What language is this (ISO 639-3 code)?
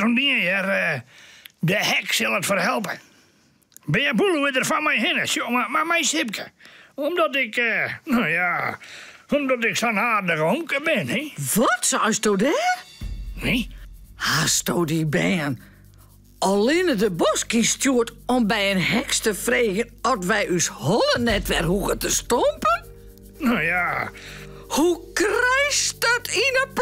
fry